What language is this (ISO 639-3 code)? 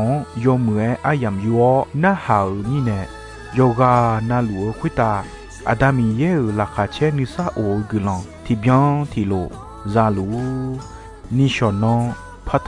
ahk